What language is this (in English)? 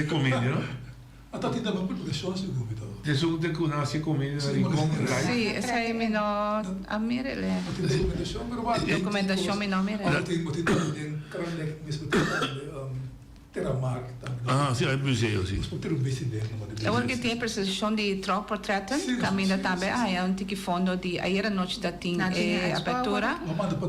Papiamento